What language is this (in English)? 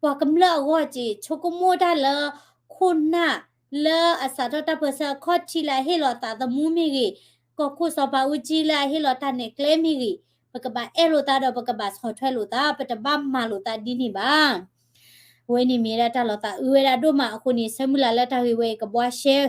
S'gaw Karen